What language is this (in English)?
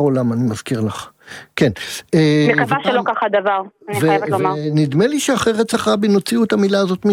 Hebrew